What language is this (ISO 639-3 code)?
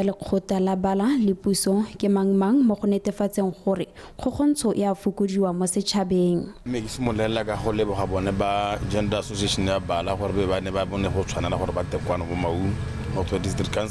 tsn